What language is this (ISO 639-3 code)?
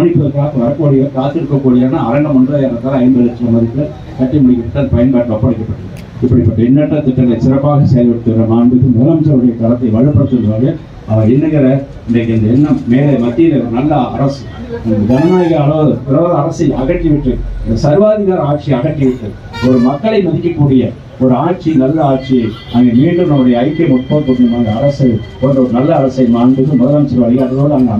tam